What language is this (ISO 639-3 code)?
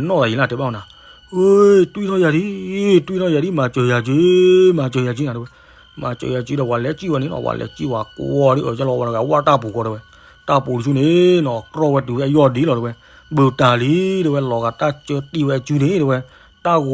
ksw